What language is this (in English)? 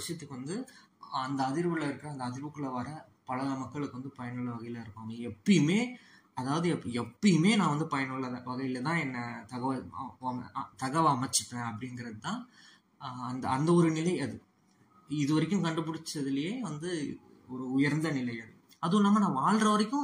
Tamil